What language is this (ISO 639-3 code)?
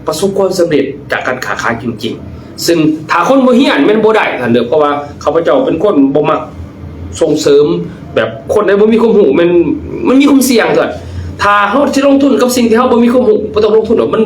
lao